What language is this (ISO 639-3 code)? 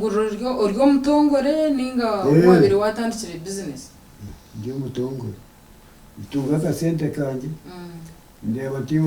nyn